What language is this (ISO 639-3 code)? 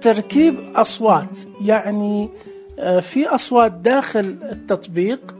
ars